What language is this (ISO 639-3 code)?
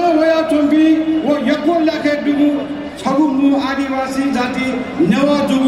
new